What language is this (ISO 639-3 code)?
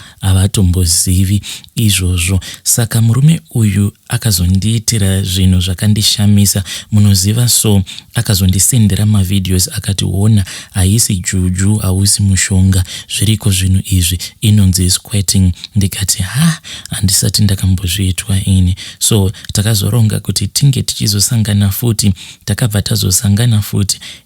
sna